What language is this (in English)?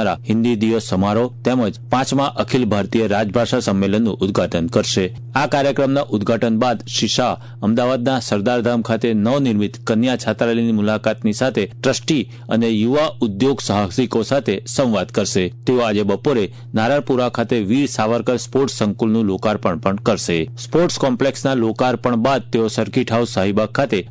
Gujarati